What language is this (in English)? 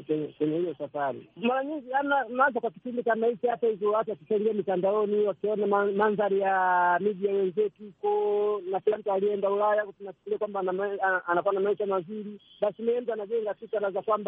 Swahili